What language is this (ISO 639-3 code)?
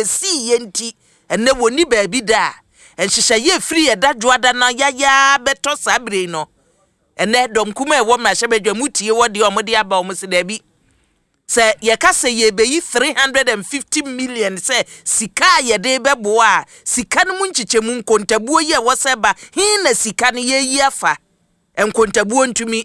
aka